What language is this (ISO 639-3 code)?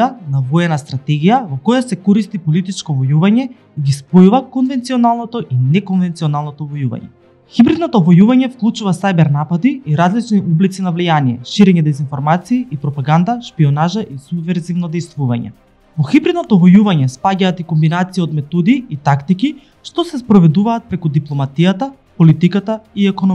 mkd